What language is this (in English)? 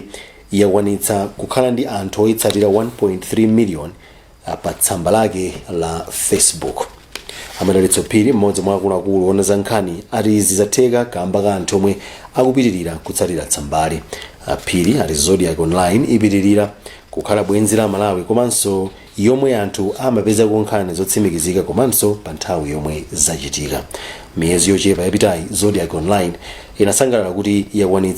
Nyanja